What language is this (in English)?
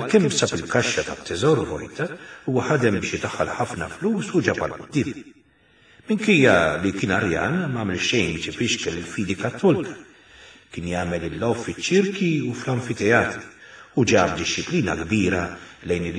Maltese